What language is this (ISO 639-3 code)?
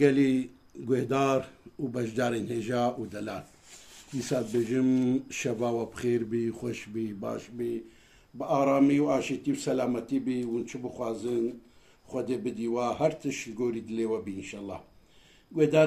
kur